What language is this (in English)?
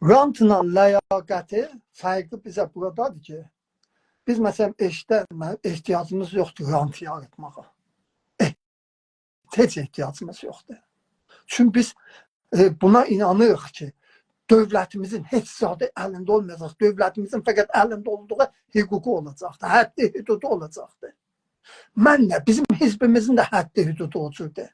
South Azerbaijani